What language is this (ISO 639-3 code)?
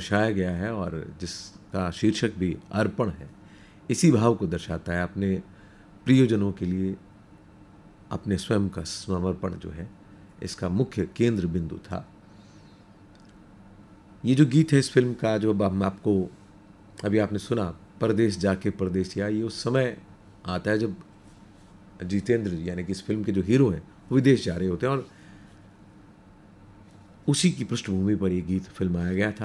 hin